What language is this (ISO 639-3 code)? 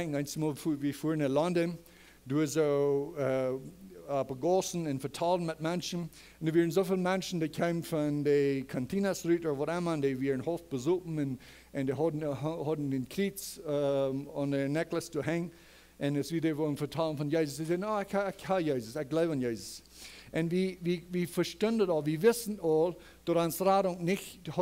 pdt